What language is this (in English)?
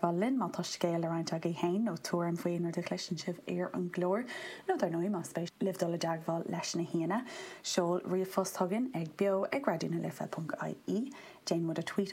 Irish